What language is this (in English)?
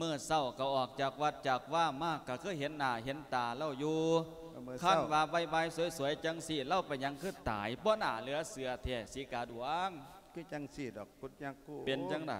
Lao